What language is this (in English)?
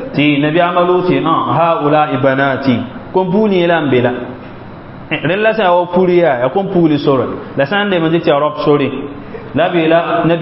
Mossi